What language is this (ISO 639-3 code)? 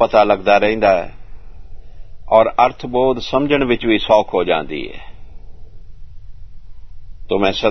pan